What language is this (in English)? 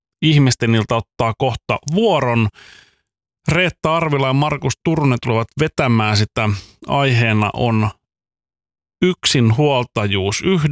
Finnish